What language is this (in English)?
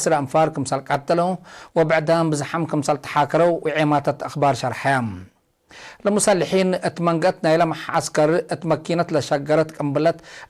Tigre